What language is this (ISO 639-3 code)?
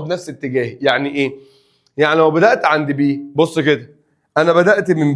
arz